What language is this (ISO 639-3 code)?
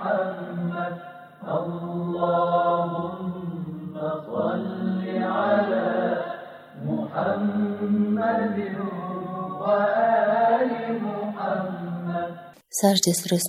kaz